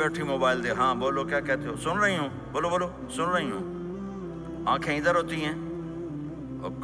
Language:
Urdu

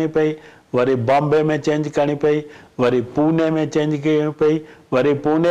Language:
Sindhi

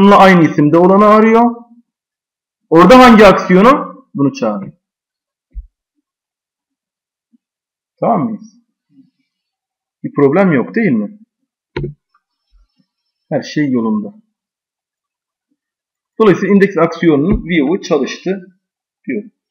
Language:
Turkish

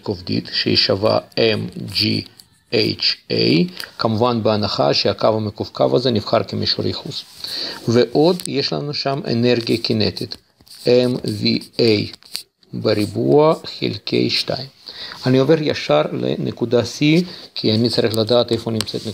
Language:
Hebrew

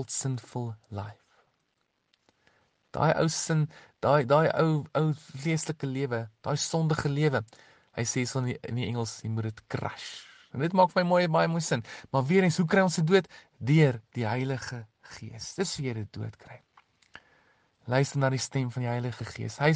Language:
Afrikaans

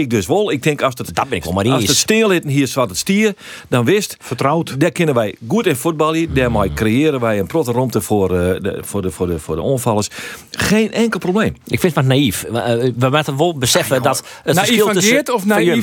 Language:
Western Frisian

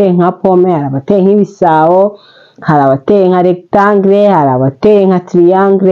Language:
Kinyarwanda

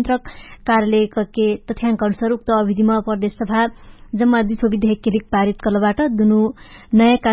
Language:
Dangaura Tharu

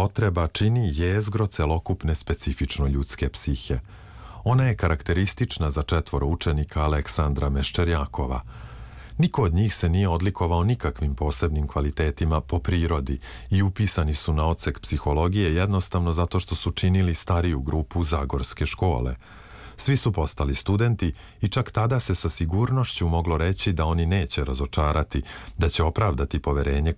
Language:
Serbian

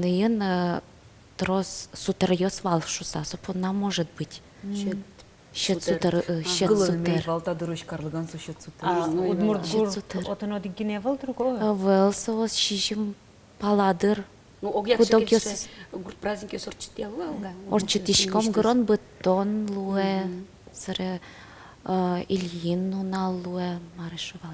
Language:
Udmurt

